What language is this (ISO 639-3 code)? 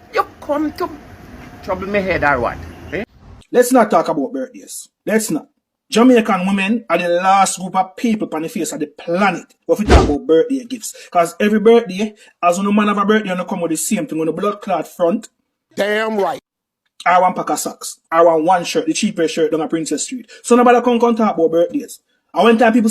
jam